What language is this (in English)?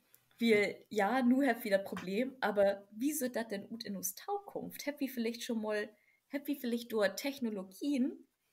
Low German